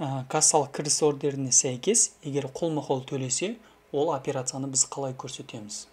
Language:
Kazakh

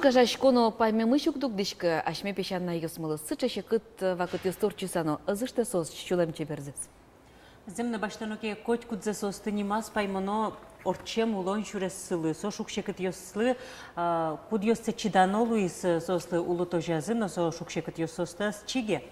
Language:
Udmurt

